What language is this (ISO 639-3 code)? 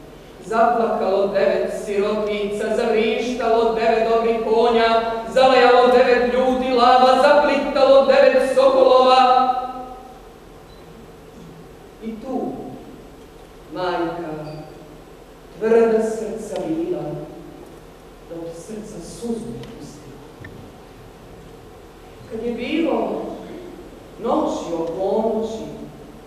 srp